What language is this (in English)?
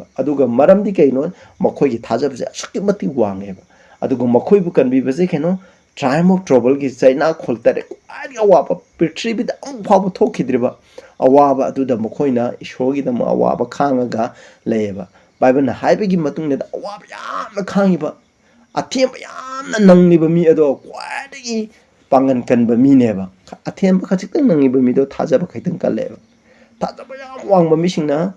Manipuri